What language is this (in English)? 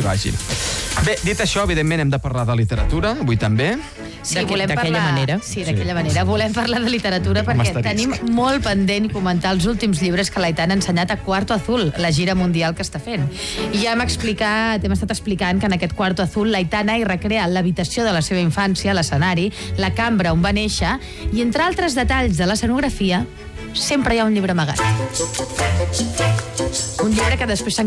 Catalan